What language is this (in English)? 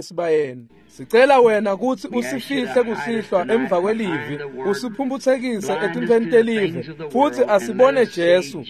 Swati